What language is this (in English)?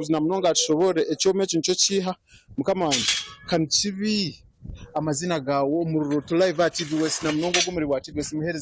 Nyankole